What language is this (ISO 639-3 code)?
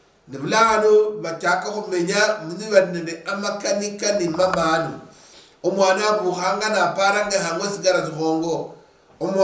luy